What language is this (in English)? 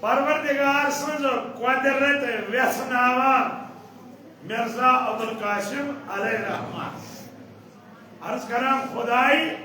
Kashmiri